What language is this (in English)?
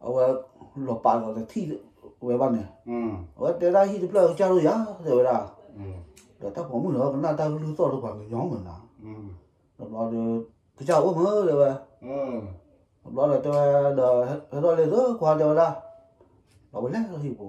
S'gaw Karen